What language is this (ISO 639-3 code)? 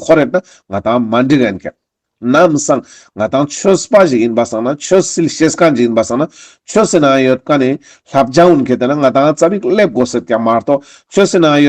lbj